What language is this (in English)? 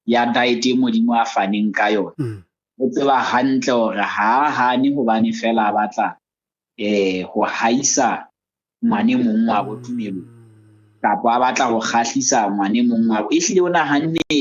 Southern Sotho